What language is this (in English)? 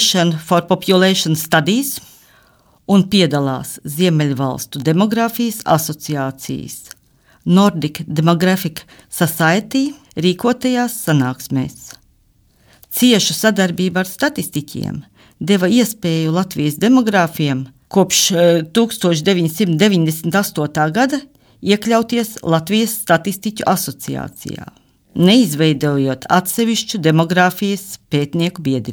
Latvian